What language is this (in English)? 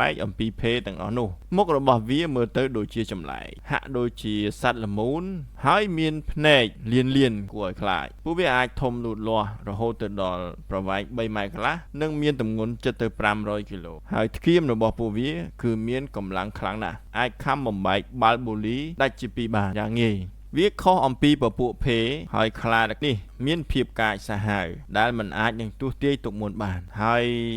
Khmer